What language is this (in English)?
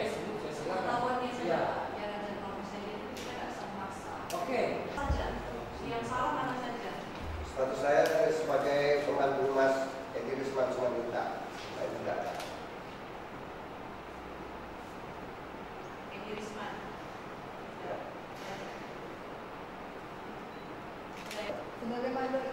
Indonesian